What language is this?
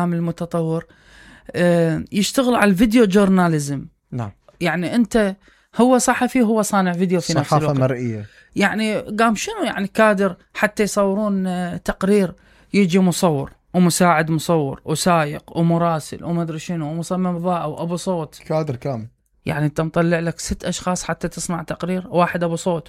Mesopotamian Arabic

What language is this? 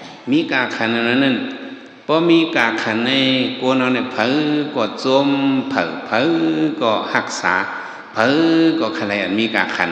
Shan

